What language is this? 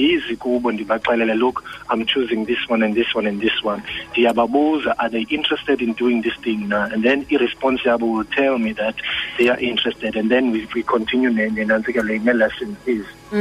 Xhosa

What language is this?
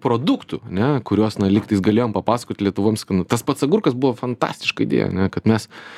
Lithuanian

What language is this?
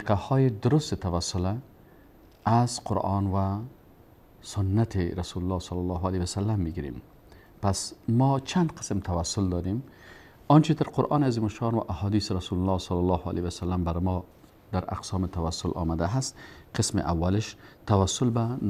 Persian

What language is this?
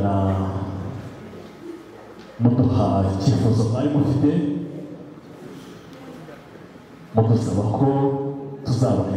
Kinyarwanda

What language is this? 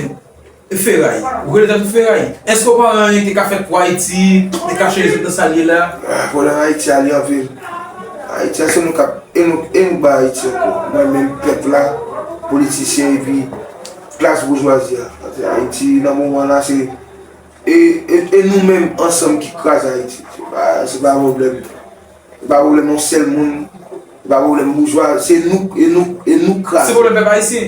Haitian Creole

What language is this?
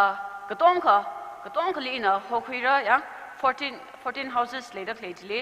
Tangkhul Naga (India)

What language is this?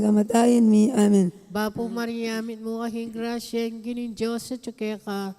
Pampanga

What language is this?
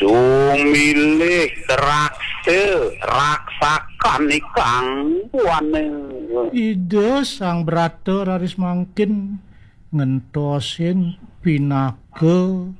Balinese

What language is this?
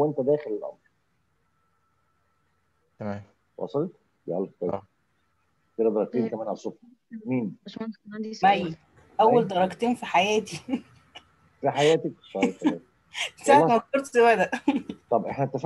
Egyptian Arabic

